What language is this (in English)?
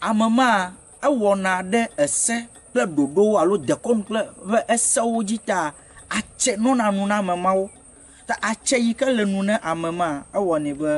Ewe